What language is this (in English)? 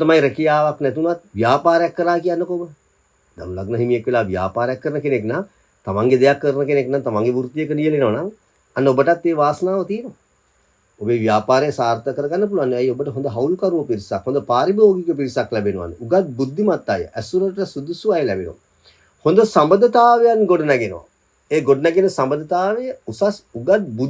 Sinhala